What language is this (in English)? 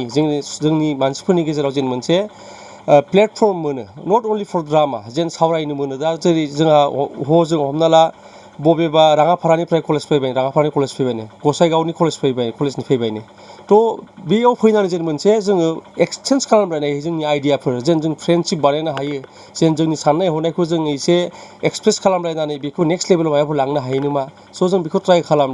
Bodo